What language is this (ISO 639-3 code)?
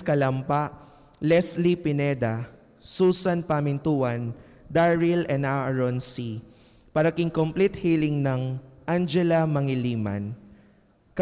pam